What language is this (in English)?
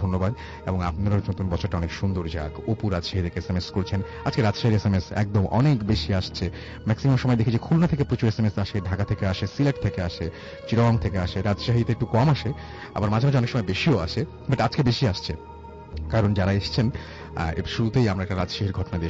Bangla